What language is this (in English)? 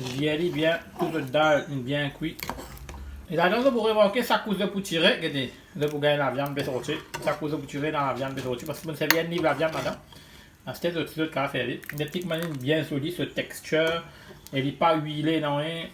Morisyen